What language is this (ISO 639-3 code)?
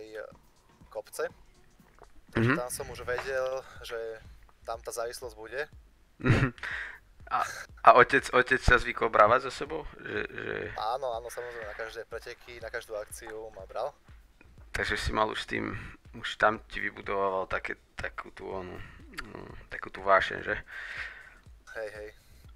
slk